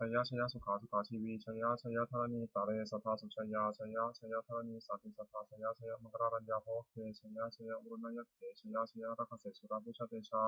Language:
Pali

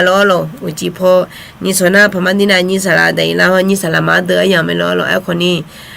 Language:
Akha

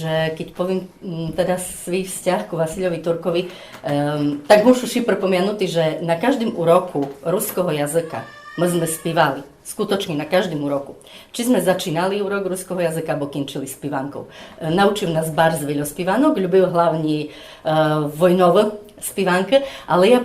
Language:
Rusyn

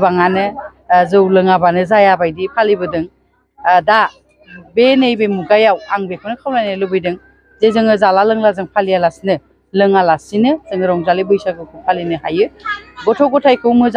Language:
Bodo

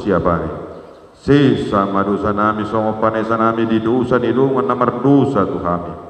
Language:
Batak Toba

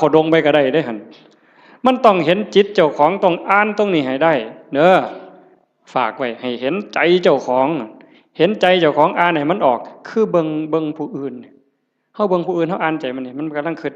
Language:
Northeastern Thai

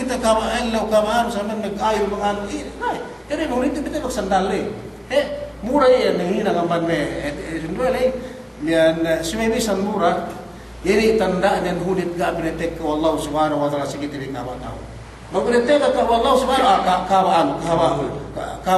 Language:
Yakan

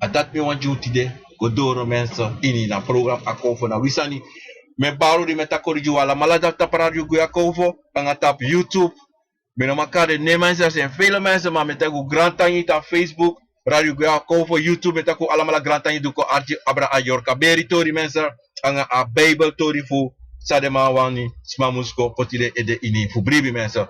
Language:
Sranan Tongo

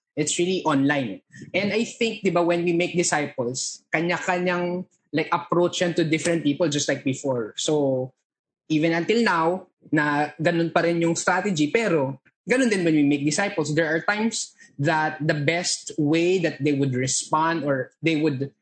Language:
Filipino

